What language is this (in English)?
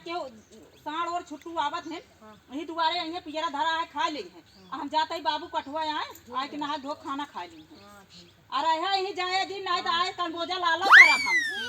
Awadhi